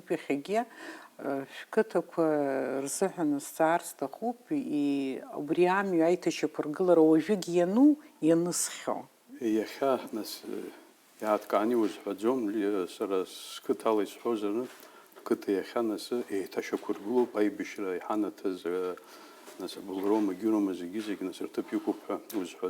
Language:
Abkhazian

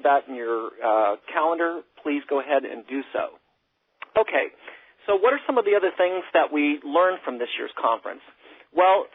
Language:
English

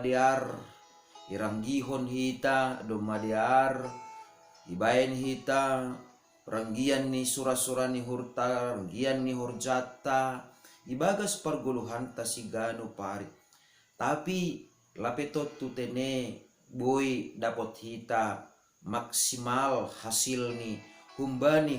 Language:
Batak Simalungun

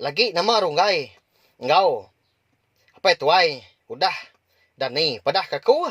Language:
Iban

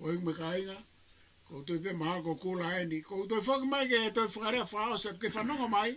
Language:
Tongan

